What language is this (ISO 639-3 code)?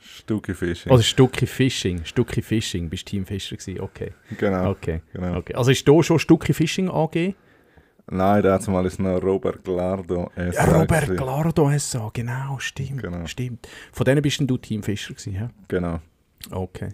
gsw